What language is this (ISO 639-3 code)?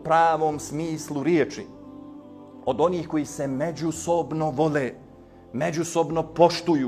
bos